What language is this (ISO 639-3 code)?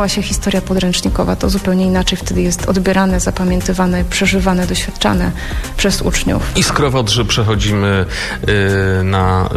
pol